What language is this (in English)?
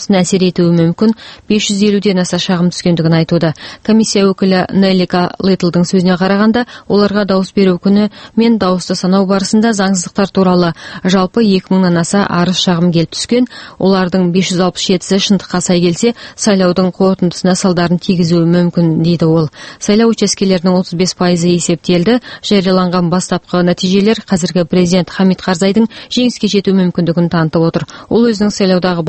Kazakh